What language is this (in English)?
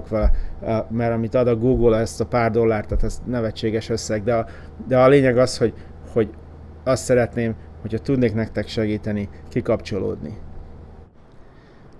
Hungarian